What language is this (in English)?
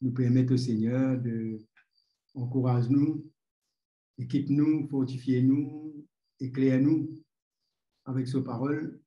Morisyen